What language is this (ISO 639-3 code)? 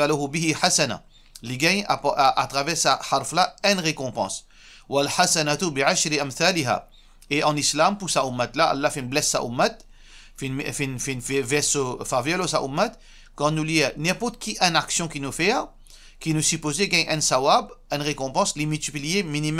mfe